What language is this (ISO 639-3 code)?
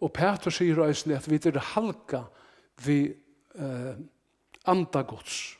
fao